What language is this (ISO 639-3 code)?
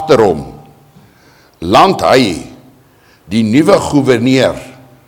afr